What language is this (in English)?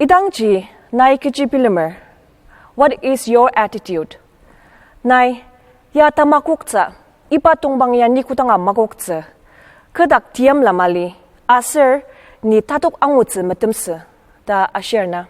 Ao Naga